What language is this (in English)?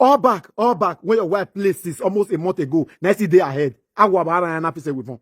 Nigerian Pidgin